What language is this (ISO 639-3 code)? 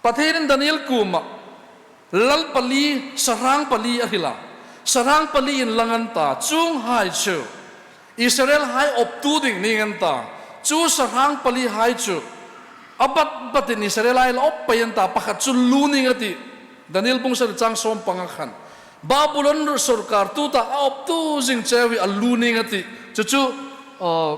hmr